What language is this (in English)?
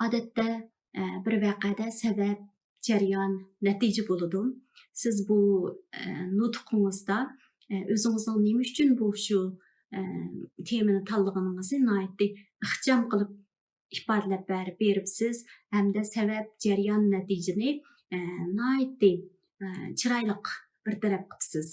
Uyghur